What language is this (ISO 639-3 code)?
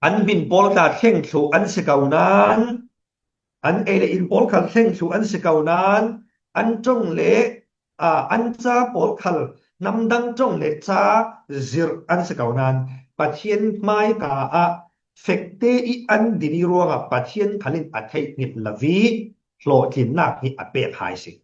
cfm